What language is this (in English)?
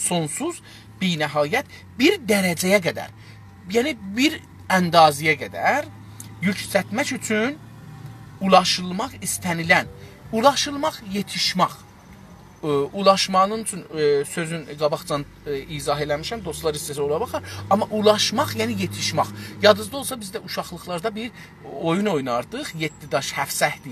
South Azerbaijani